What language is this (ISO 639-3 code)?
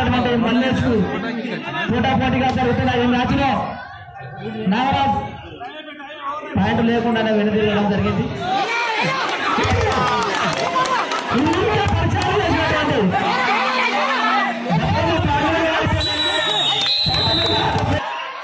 tel